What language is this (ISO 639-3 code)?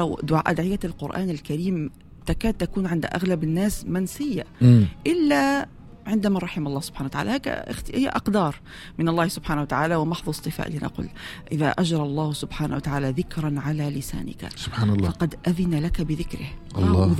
aeb